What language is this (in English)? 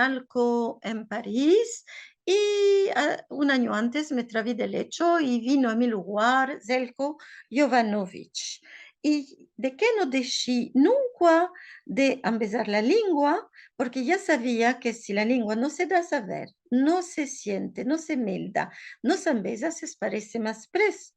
Ladino